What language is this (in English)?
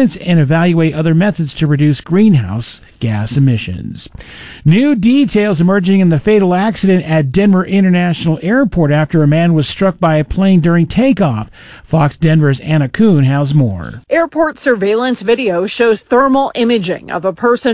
English